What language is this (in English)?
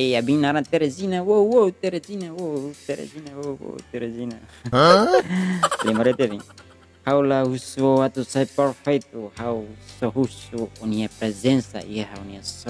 Tetum